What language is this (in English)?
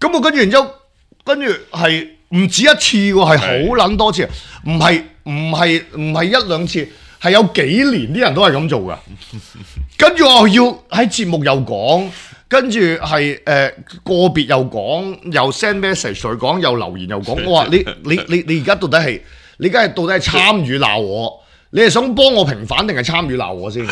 Cantonese